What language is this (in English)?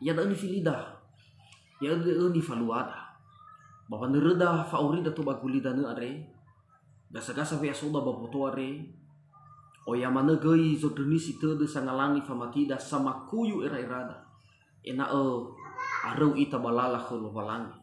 Nias